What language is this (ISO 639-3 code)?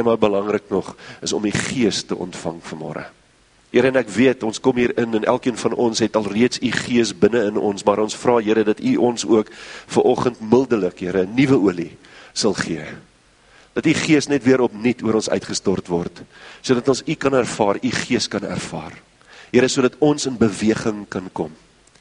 afr